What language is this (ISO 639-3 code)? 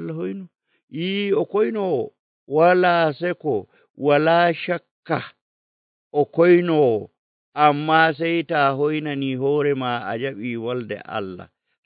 fuv